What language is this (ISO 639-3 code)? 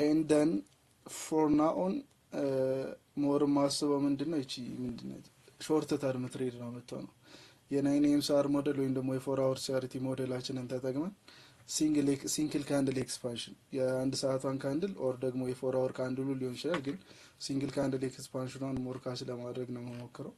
amh